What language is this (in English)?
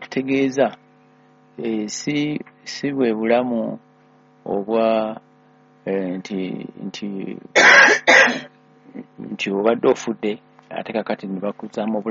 Ganda